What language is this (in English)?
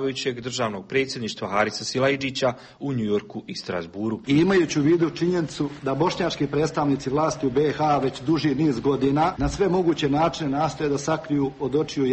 Bosnian